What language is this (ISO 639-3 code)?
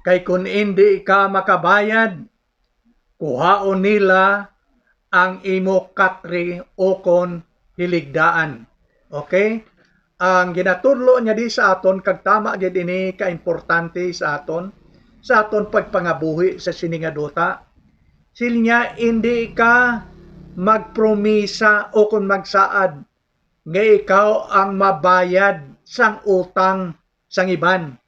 hil